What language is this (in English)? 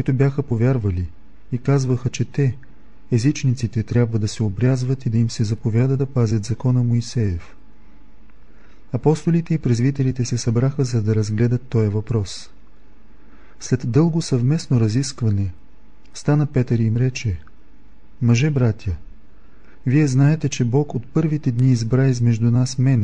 Bulgarian